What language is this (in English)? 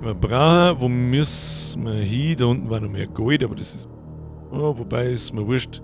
Bavarian